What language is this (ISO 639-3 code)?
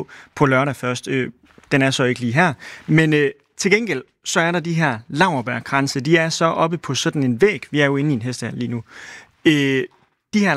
dan